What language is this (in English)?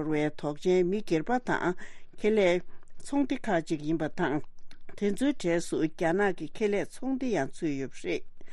Tibetan